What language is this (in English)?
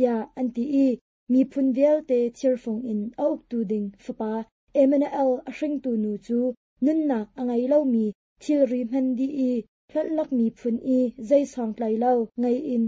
Hakha Chin